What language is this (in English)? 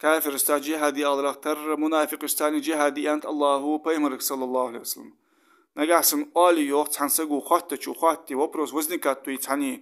Ingush